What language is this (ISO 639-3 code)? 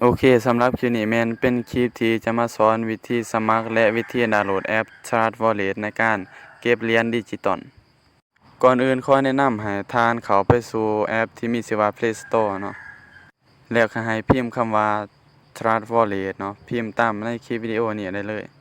lao